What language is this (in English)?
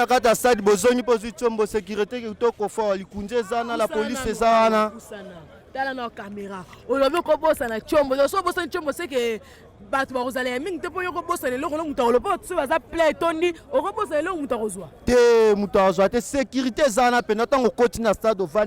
Lingala